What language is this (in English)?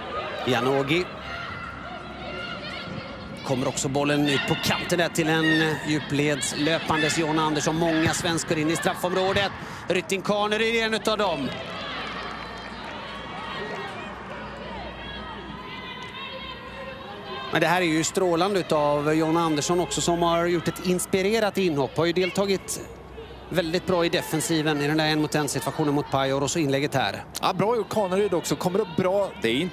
Swedish